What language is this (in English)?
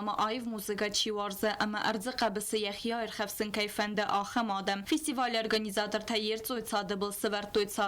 Ossetic